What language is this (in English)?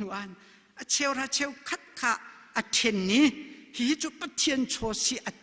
Hakha Chin